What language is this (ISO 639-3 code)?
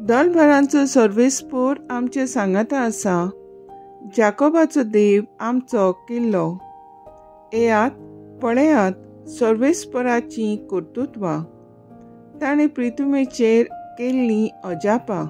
kok